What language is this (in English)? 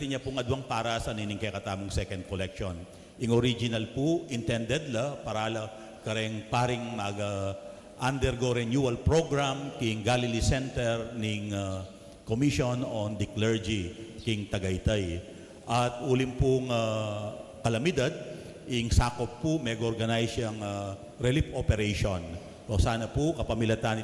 Pampanga